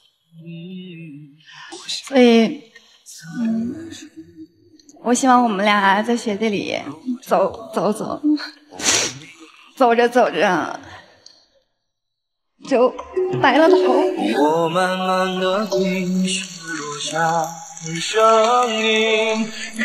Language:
Chinese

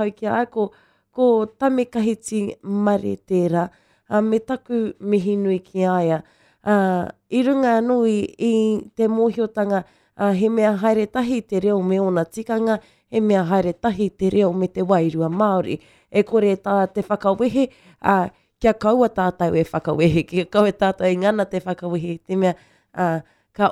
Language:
Māori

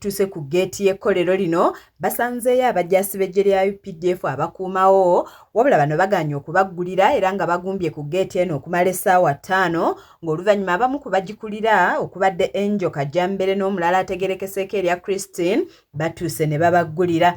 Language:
Ganda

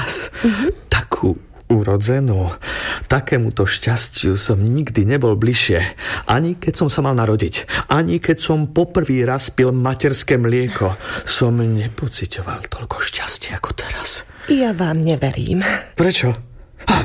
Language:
Slovak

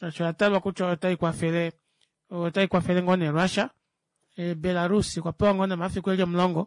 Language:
Kuanyama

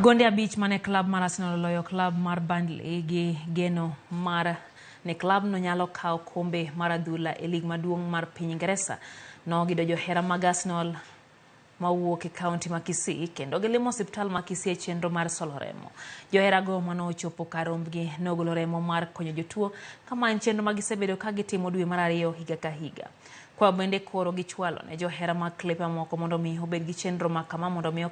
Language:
Luo (Kenya and Tanzania)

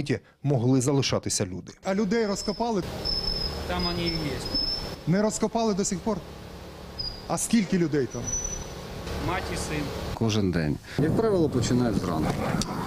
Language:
Ukrainian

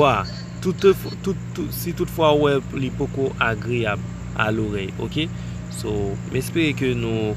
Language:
Haitian Creole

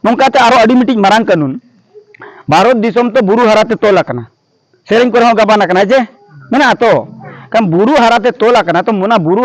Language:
Santali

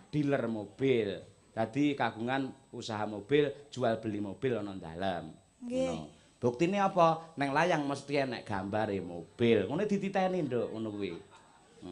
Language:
Javanese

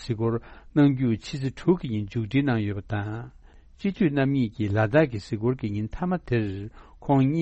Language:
Tibetan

